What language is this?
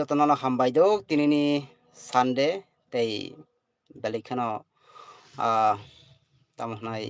Kok Borok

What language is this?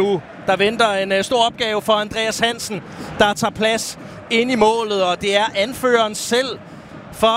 Danish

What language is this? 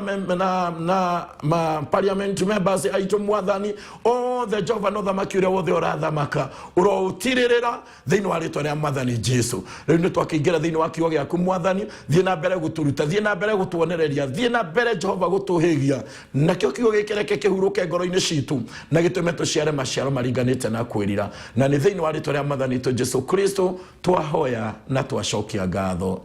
Kikuyu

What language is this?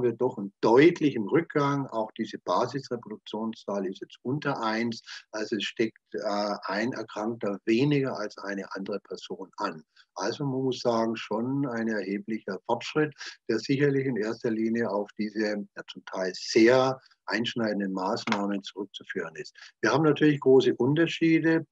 German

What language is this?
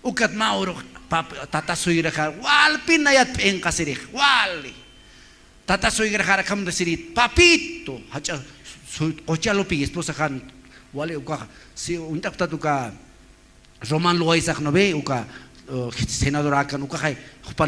Aymara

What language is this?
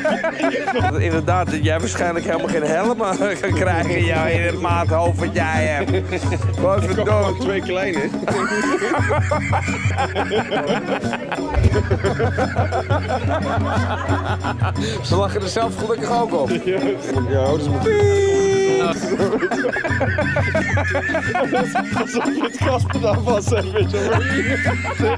Dutch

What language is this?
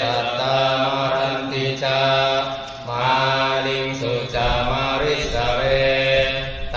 Pali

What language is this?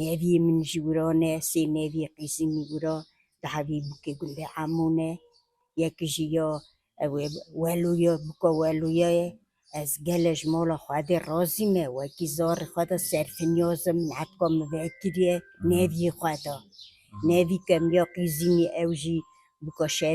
Kurdish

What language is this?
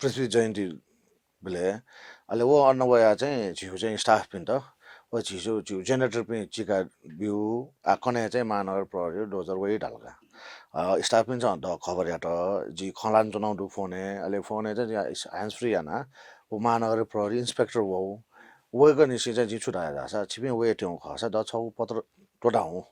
Newari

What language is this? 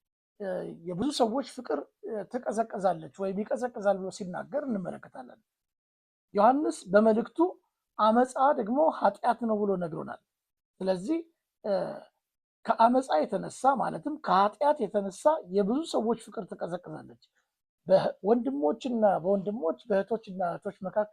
Amharic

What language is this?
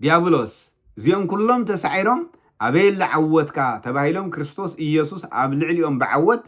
Tigrinya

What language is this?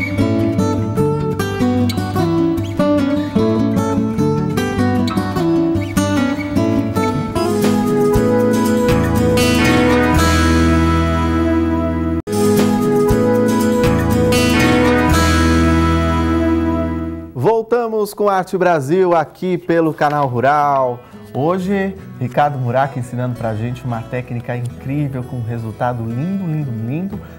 Portuguese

